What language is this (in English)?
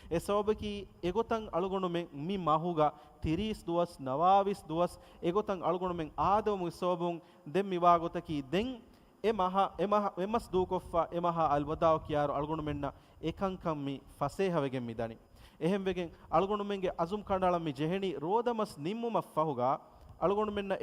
Divehi